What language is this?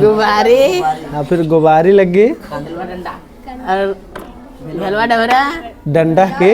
Kurukh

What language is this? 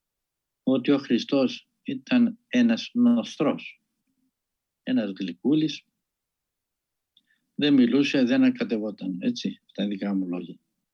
Greek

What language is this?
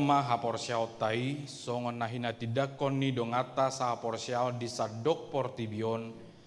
Batak Toba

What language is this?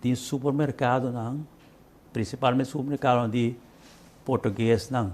Papiamento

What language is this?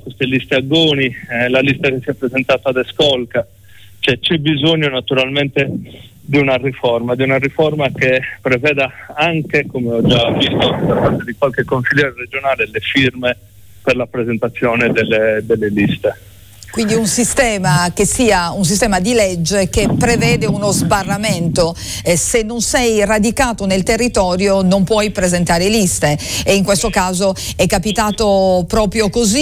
Italian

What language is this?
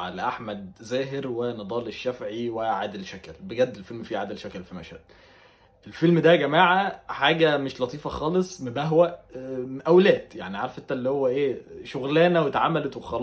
Egyptian Arabic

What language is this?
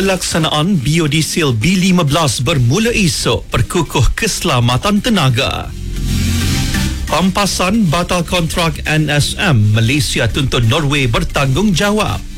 Malay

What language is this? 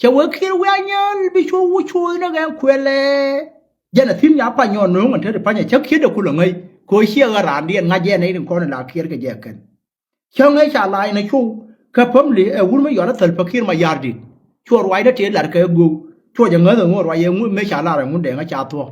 Nuer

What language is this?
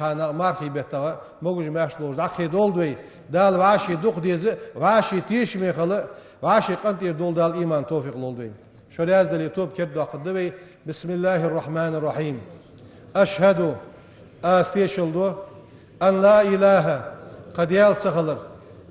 Ingush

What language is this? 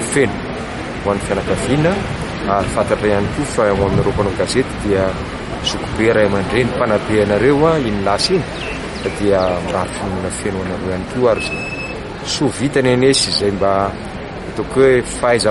Malagasy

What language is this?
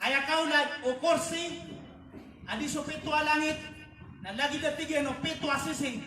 Maranao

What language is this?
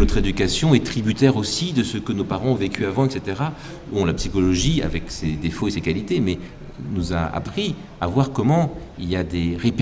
French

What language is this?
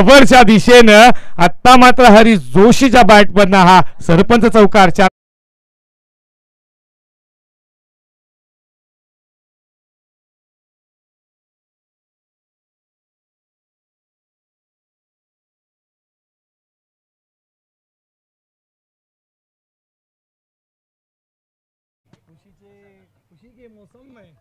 Marathi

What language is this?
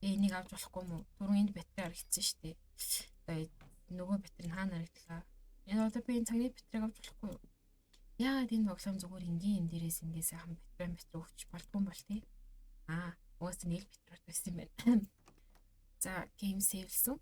Mongolian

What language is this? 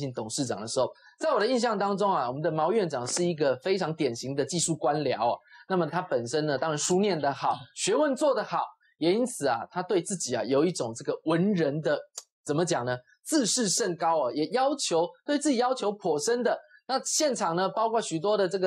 Chinese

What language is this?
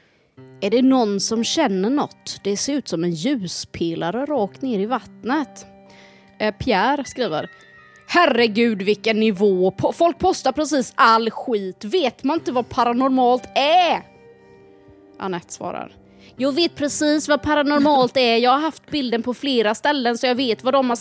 Swedish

